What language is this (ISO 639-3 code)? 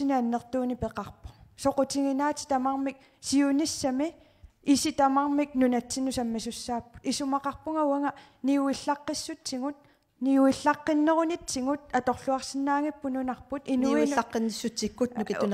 kal